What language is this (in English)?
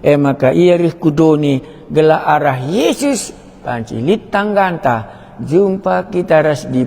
Batak Karo